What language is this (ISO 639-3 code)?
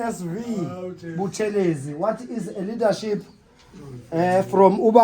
zul